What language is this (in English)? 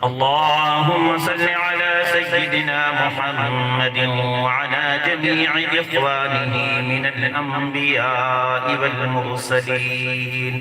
Saraiki